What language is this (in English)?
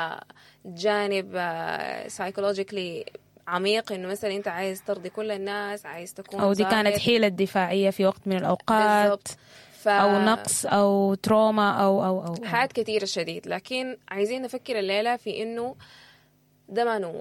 Sudanese Arabic